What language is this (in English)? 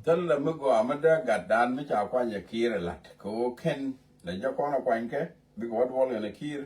Nuer